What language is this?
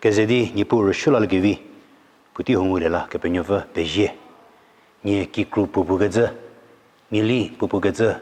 Angami Naga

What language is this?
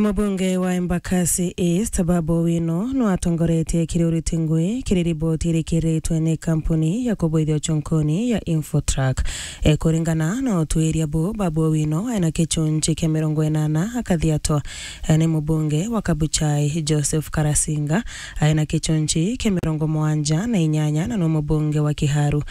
Meru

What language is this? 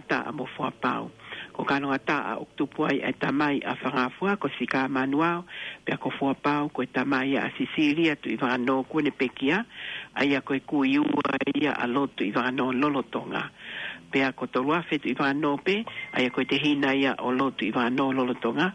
Tongan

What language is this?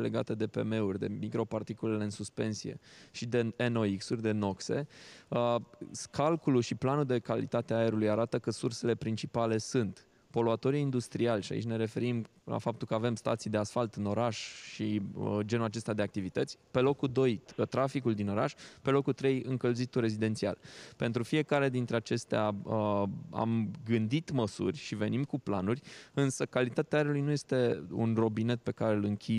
Romanian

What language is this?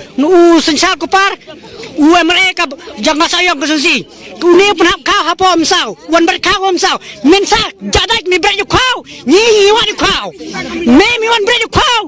Khasi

